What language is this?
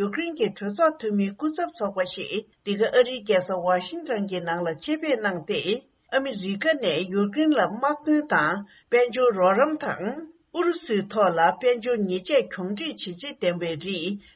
Tibetan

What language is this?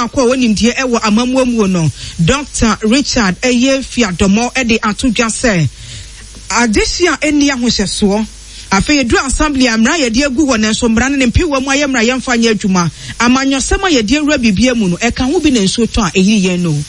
Akan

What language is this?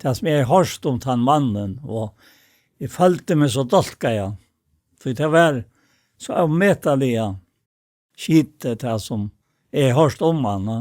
Faroese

